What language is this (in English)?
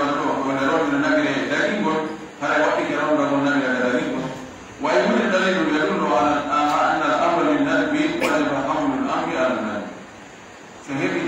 Pular